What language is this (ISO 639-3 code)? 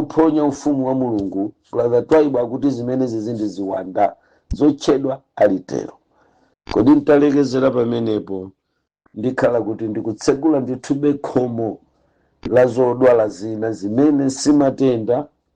nya